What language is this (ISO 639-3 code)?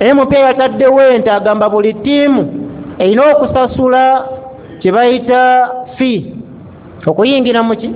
lug